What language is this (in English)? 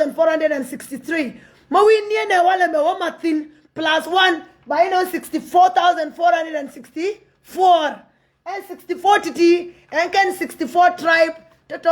Nuer